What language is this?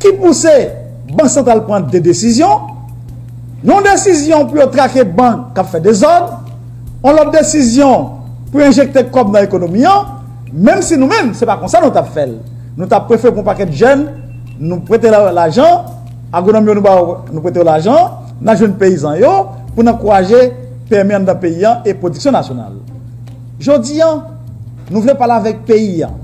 Haitian Creole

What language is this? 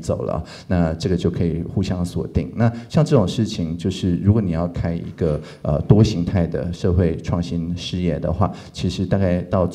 Chinese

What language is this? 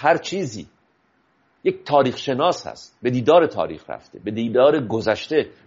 Persian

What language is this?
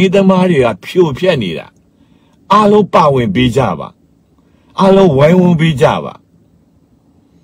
Burmese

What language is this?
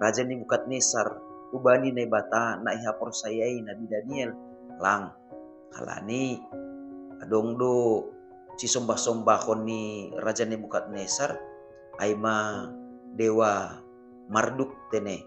Batak Simalungun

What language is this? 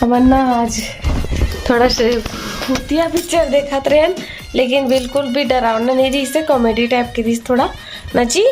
Chhattisgarhi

